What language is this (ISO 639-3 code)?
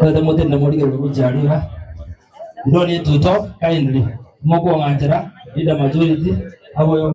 guz